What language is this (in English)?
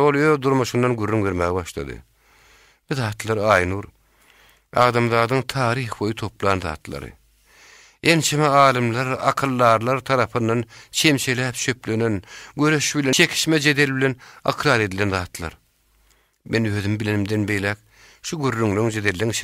Turkmen